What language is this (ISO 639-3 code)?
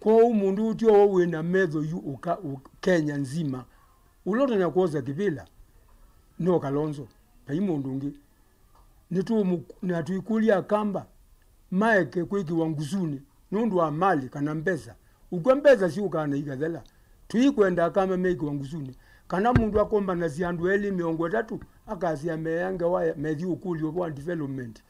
kam